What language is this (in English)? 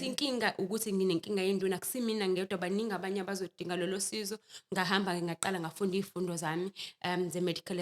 Zulu